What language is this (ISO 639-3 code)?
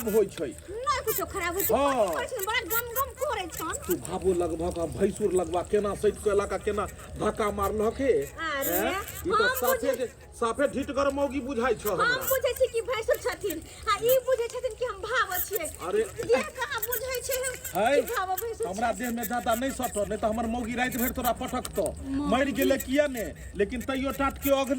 mai